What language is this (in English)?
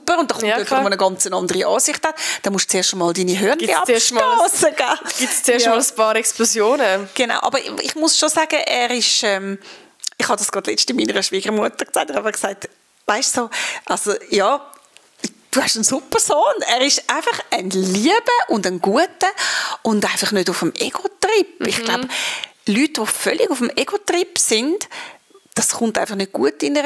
Swiss German